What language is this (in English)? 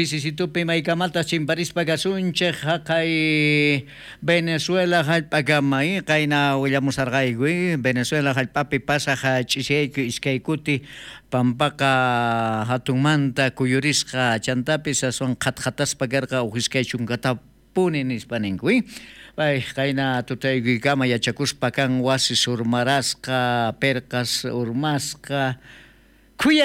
South Bolivian Quechua